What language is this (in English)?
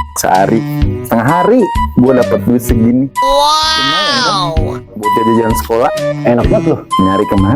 Betawi